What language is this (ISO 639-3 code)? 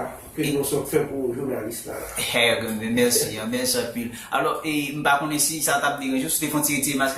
hat